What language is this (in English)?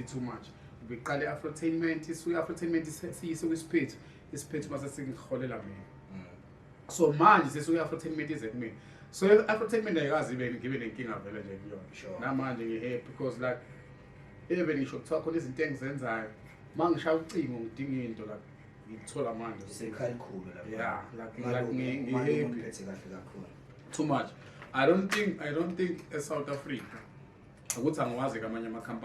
Zulu